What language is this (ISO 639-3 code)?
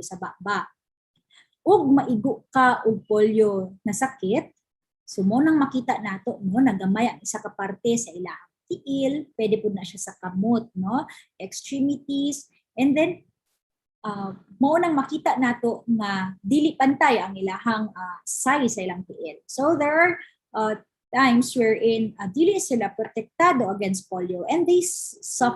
ceb